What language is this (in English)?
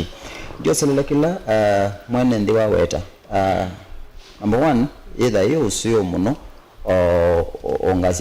Kamba